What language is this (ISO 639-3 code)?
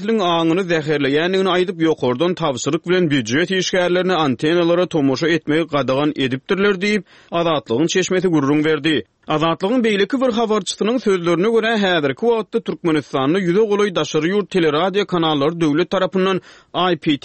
tuk